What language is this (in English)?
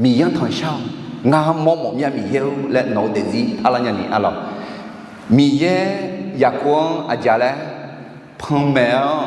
Akha